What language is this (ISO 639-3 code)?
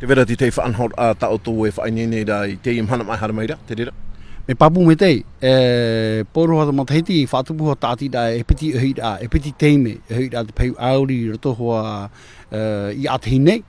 tah